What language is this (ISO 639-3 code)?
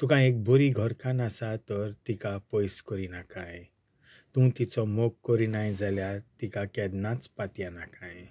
kok